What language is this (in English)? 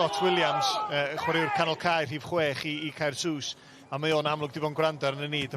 Welsh